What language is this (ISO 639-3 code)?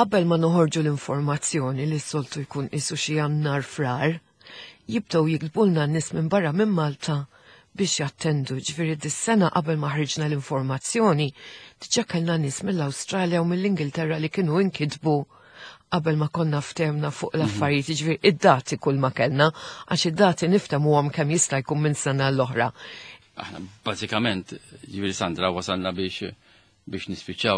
mlt